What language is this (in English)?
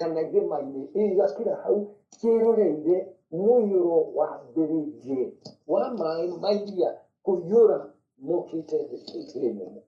Kikuyu